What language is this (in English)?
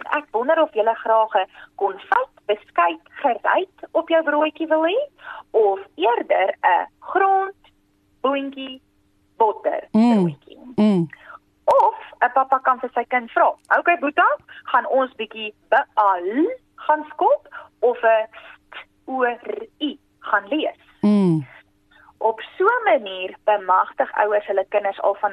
Afrikaans